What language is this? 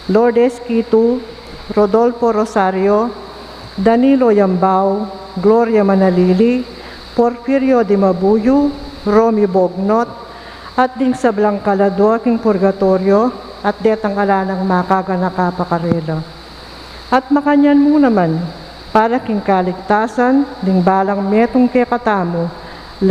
Pampanga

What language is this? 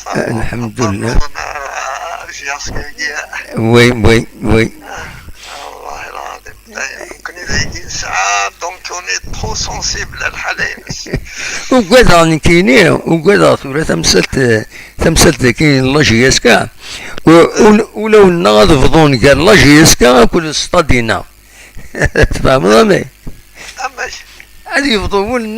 Kabyle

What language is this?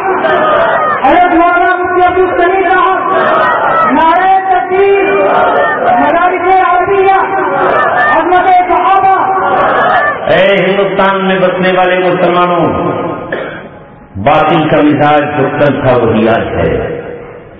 Urdu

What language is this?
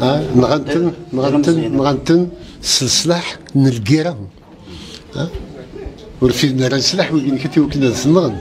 Kabyle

